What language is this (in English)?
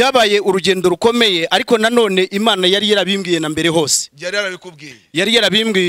Kinyarwanda